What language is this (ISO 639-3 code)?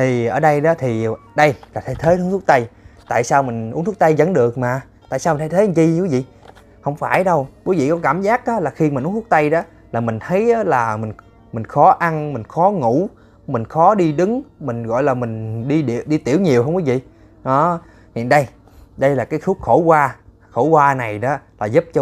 vie